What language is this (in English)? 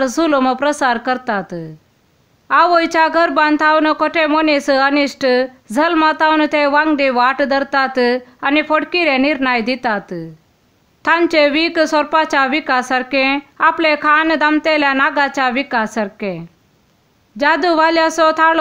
Konkani